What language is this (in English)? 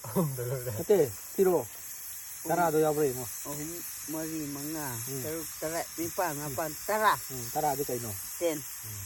Manipuri